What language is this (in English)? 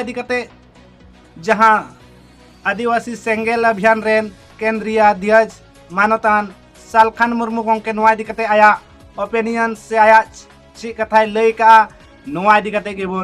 Santali